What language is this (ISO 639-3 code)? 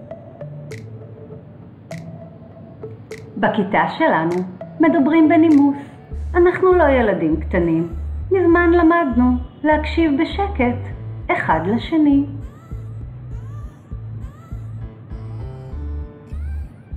heb